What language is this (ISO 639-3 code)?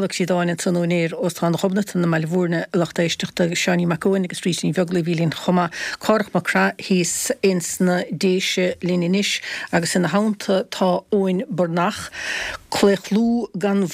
gle